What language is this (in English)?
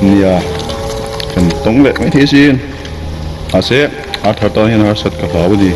Mizo